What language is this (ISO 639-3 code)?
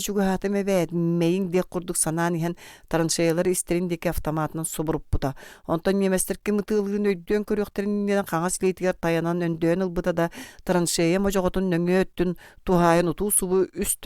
sah